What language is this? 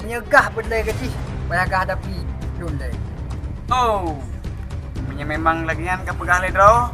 Achinese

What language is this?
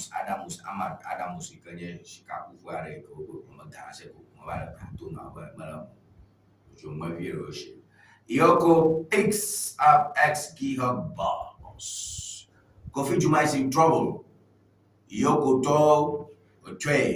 Ewe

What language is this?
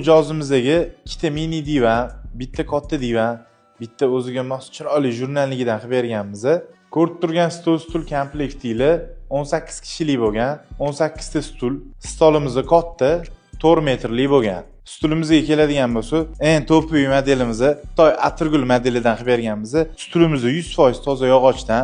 Uzbek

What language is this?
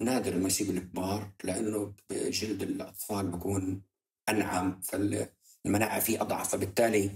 North Levantine Arabic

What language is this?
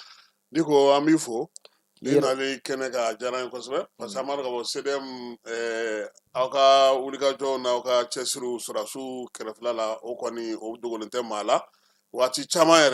Bambara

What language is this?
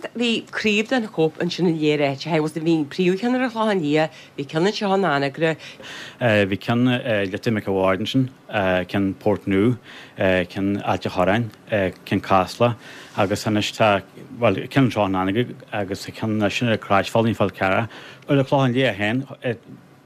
Irish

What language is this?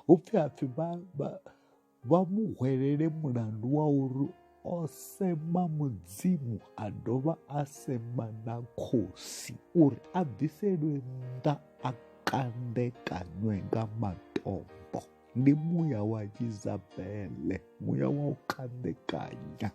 Venda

